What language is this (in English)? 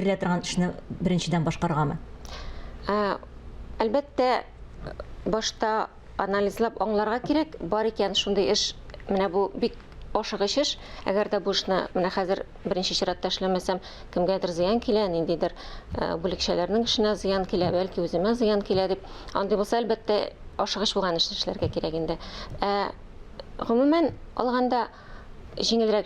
Tatar